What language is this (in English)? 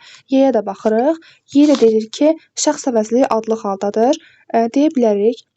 Azerbaijani